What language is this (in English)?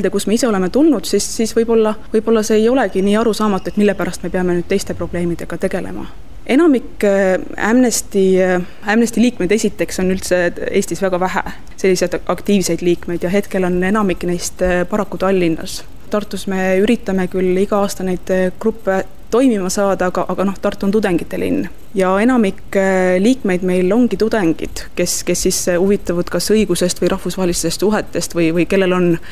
Estonian